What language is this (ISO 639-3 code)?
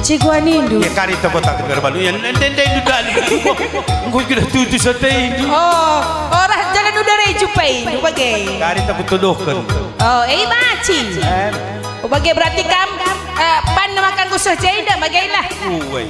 btx